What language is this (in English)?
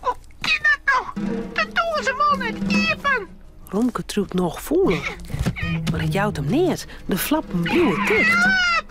Western Frisian